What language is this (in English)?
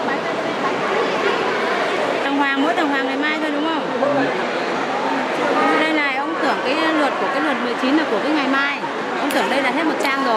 Vietnamese